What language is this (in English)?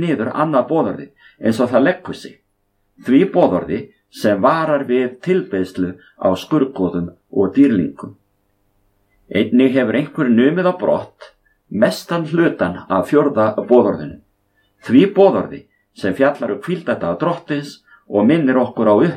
Icelandic